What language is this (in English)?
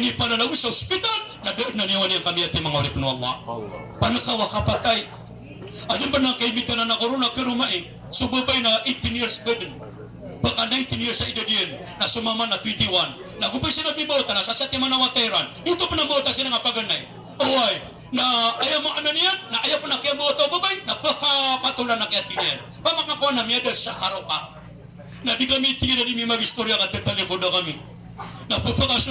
Maranao